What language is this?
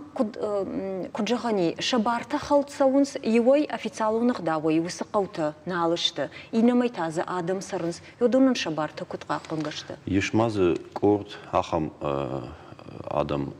Ossetic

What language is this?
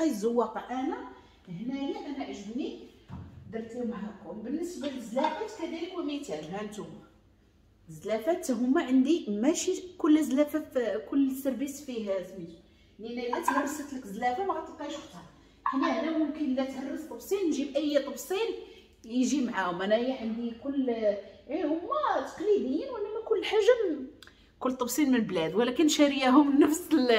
Moroccan Arabic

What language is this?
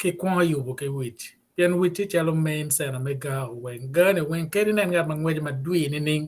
Acoli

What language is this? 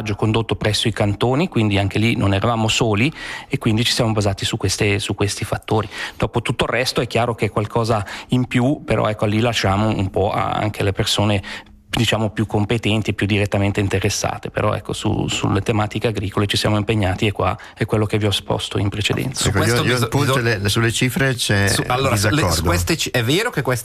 Italian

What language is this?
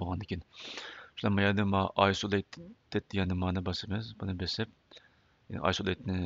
Uyghur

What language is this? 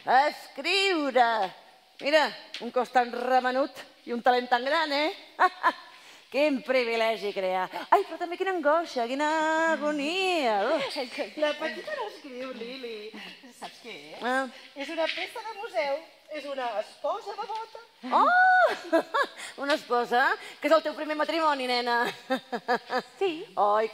Catalan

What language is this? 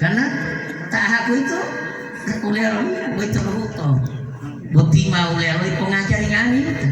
Gorontalo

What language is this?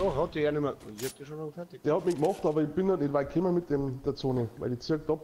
Bavarian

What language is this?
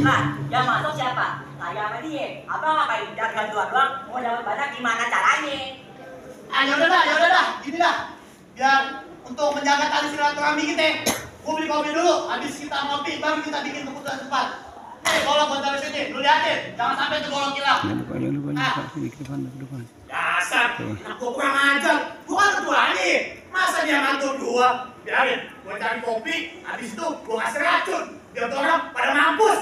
Betawi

